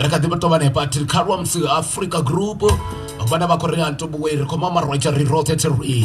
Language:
Venda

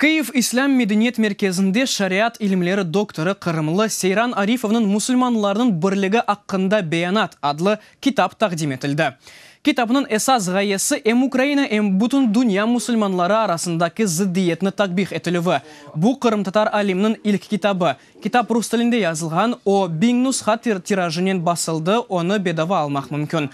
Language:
Crimean Tatar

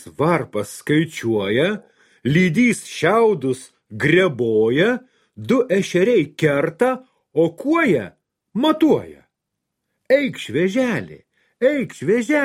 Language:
Lithuanian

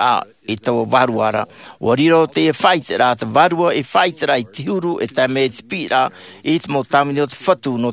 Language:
Tahitian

